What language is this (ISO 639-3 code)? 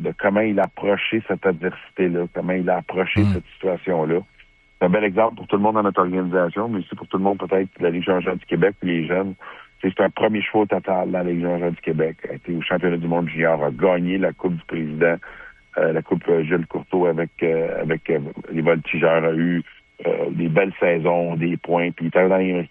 fra